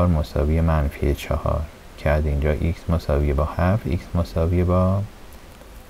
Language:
Persian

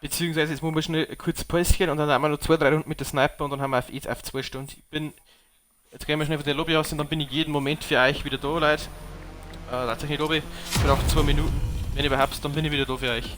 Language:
Bavarian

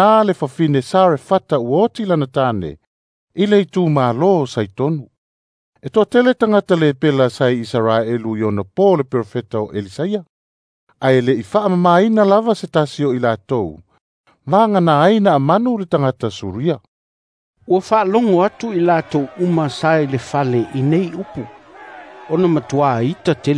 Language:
Samoan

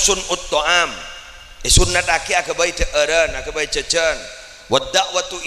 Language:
Madurese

